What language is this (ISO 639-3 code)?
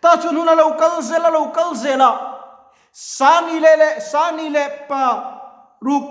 lus